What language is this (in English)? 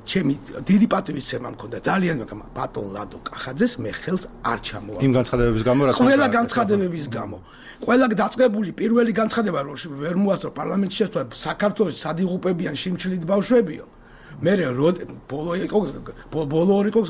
Georgian